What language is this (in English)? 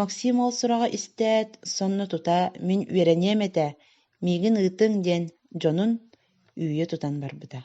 Yakut